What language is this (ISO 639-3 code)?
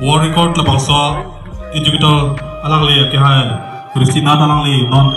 mjw